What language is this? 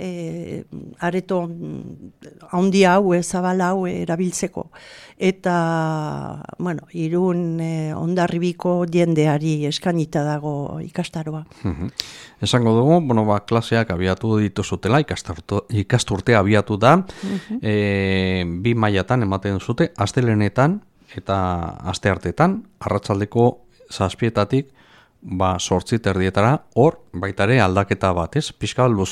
Basque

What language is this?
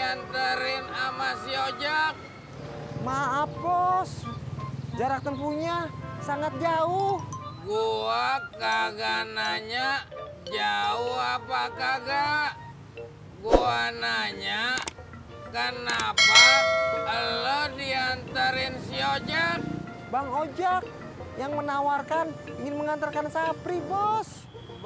Betawi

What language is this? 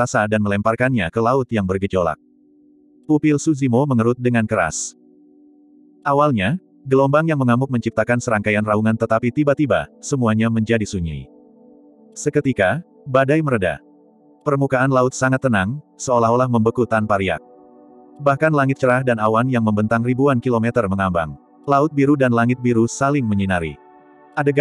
Indonesian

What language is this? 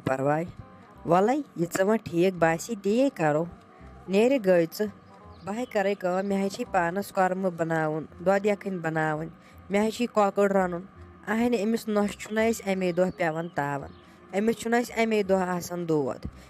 Kashmiri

